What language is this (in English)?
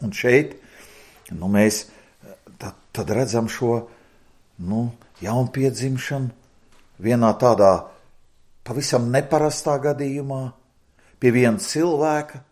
Latvian